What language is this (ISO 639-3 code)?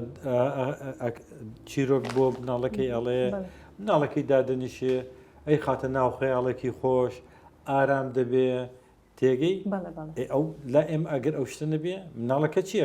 ckb